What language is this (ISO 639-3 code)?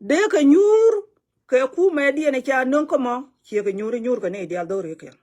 nus